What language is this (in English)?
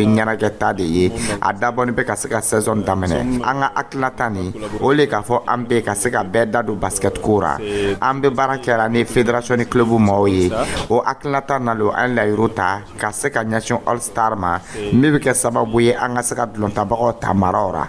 Dyula